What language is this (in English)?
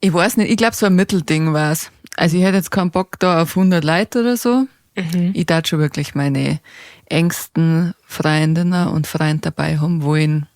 Bavarian